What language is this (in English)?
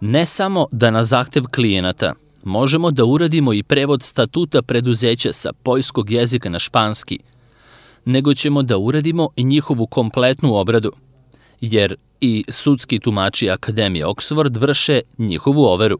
Serbian